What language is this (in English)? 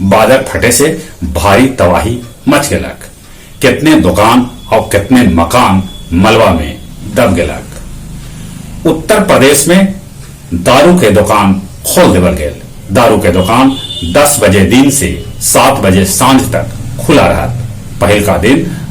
Magahi